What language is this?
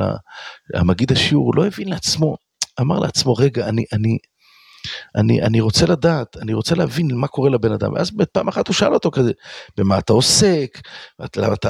Hebrew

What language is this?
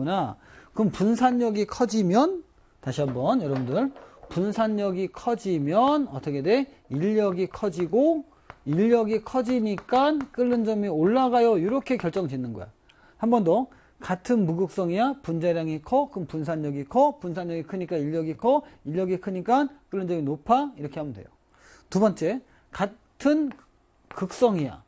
Korean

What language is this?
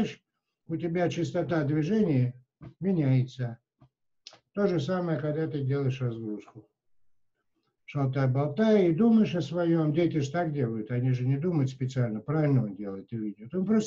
Russian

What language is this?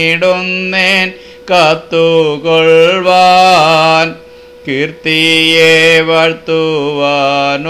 Malayalam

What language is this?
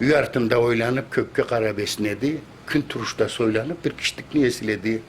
Karachay-Balkar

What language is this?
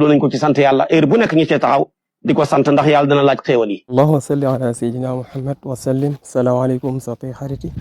Wolof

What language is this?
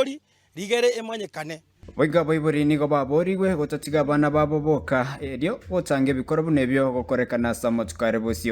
Gusii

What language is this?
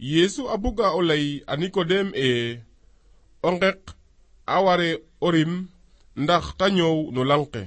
Serer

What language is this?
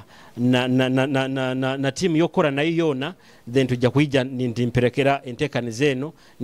Nyoro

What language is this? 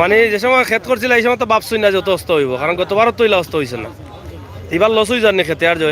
Sylheti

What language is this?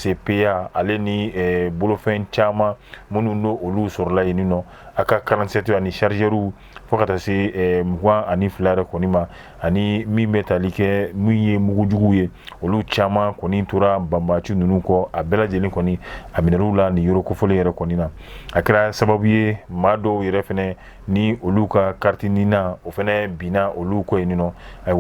Bambara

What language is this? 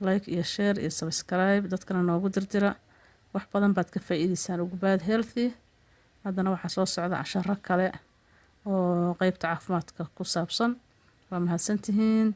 Somali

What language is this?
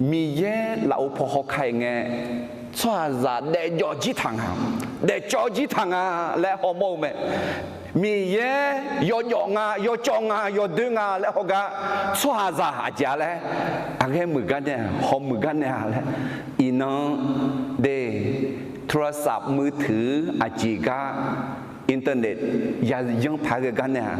Akha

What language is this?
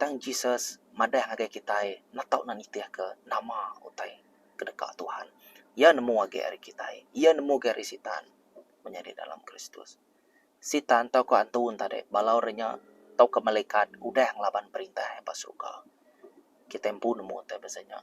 Iban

